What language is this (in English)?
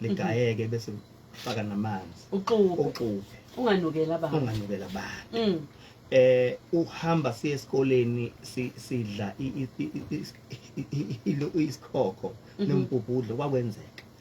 Zulu